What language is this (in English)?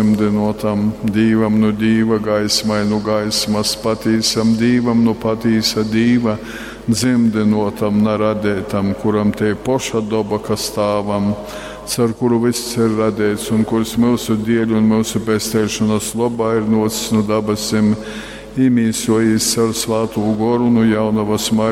Latgalian